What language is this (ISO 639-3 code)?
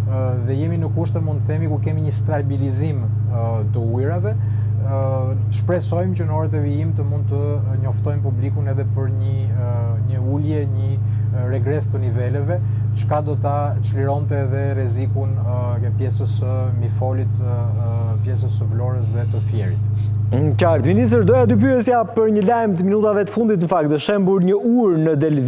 sqi